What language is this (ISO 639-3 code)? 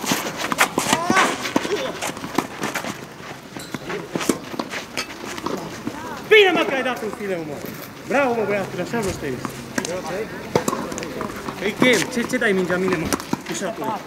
ron